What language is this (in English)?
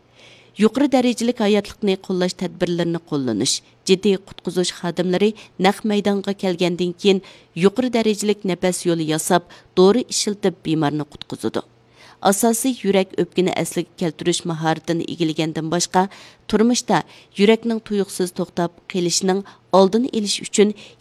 Uyghur